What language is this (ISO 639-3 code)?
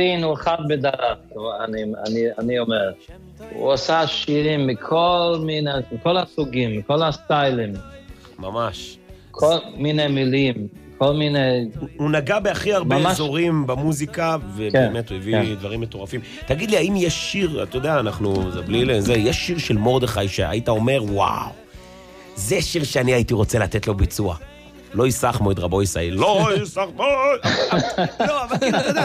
heb